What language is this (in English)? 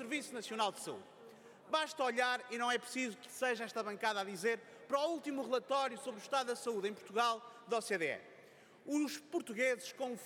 Portuguese